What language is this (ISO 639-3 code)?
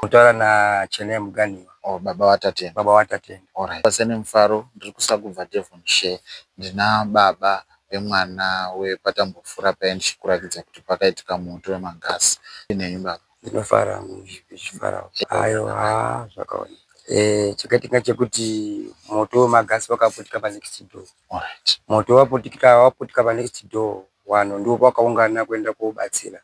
sna